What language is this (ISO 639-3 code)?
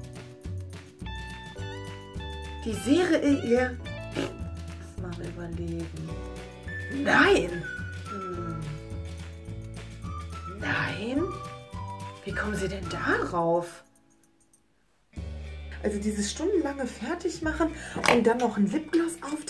deu